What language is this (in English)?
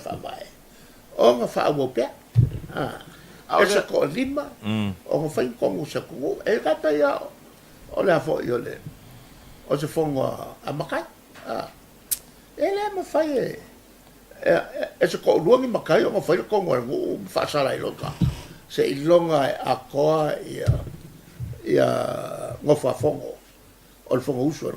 Samoan